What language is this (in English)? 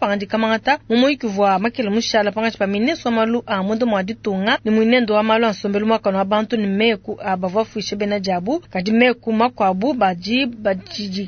Luba-Lulua